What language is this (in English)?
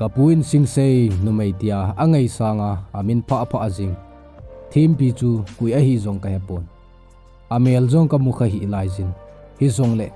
Thado Chin